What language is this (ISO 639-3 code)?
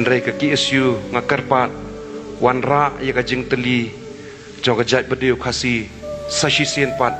kha